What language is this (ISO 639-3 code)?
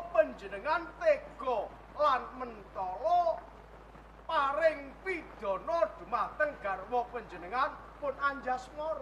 jav